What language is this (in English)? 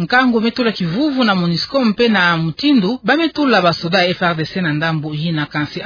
Kituba (Democratic Republic of Congo)